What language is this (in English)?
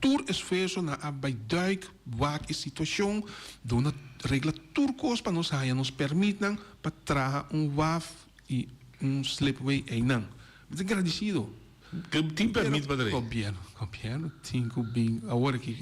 Papiamento